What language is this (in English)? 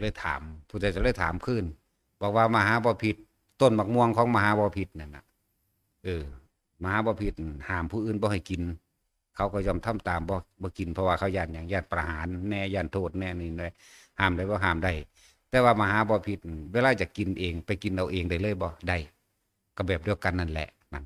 Northeastern Thai